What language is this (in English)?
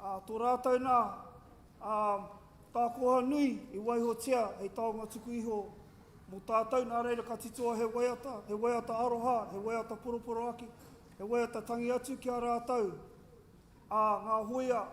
Māori